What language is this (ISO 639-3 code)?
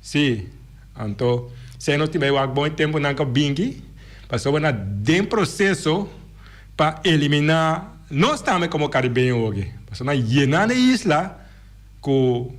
pap